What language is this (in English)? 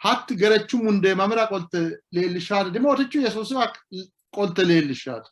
Sidamo